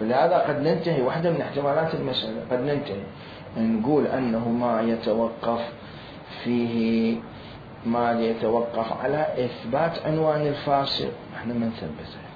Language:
Mesopotamian Arabic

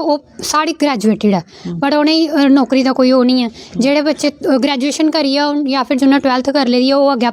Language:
Dogri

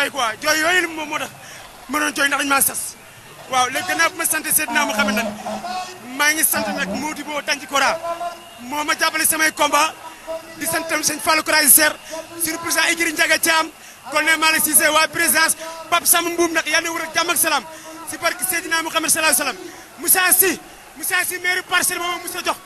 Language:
Wolof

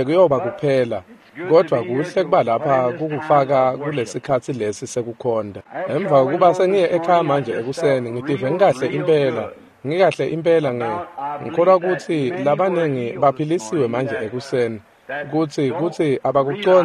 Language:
Swati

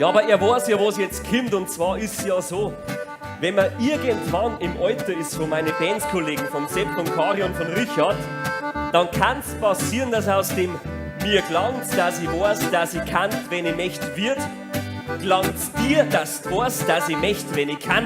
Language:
Bavarian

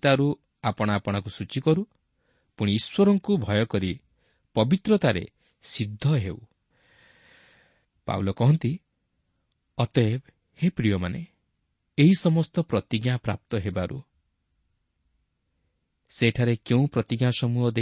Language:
Odia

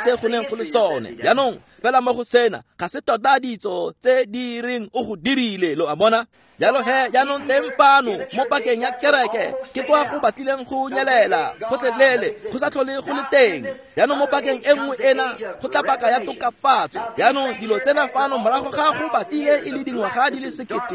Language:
Tswana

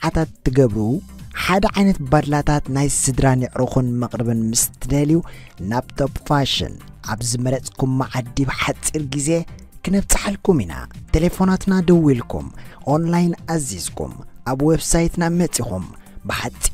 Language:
Tigrinya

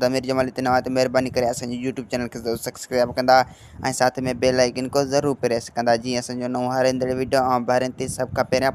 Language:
Sindhi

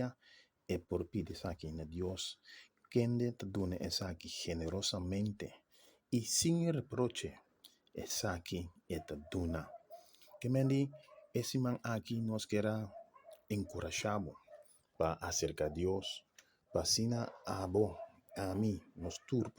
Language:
Papiamento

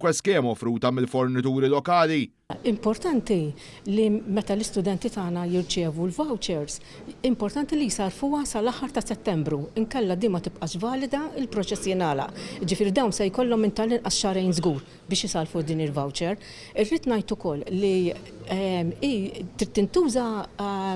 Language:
Maltese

